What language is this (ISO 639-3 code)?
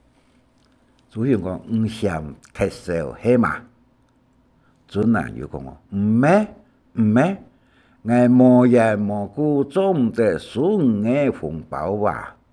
hak